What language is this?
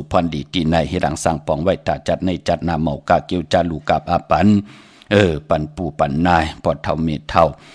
Shan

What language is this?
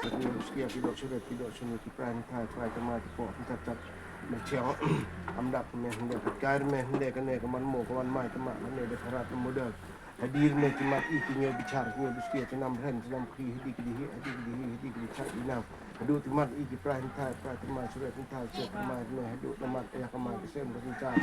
Khasi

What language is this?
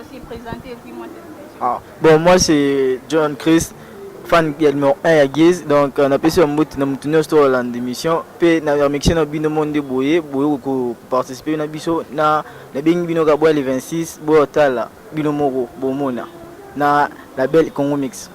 Lingala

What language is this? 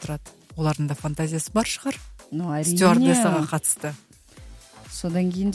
Kazakh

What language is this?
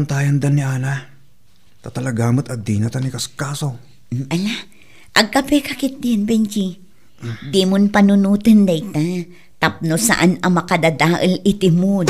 Iloko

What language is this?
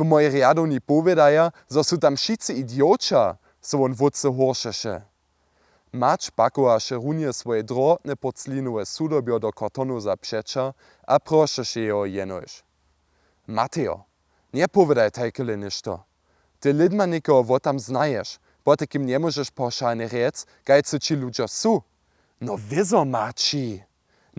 Upper Sorbian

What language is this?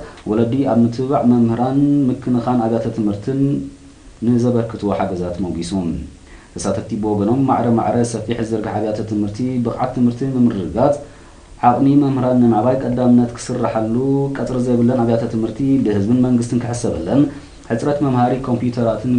Tigrinya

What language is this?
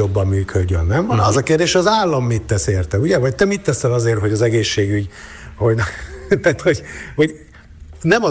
Hungarian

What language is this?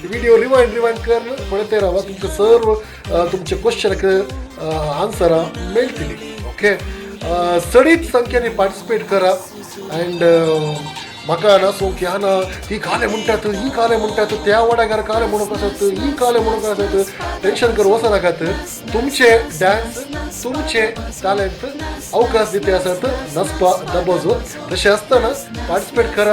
Konkani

